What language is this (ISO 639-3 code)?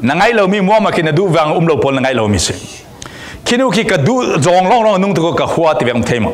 cfm